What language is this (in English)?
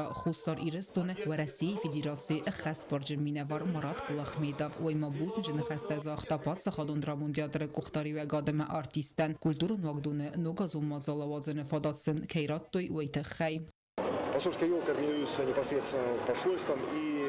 Ossetic